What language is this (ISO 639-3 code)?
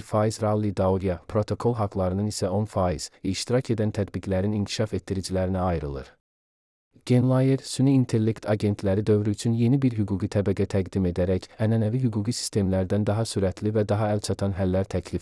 aze